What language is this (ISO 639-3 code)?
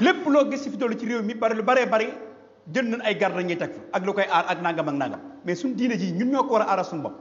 wol